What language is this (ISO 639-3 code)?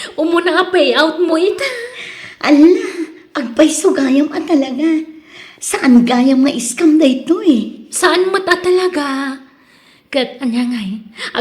ilo